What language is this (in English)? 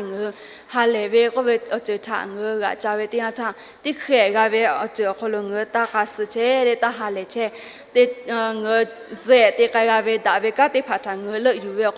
Lahu